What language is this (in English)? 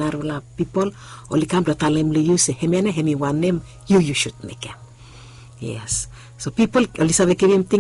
Bislama